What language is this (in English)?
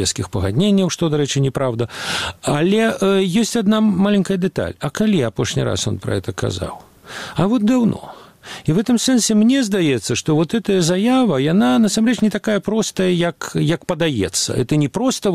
Belarusian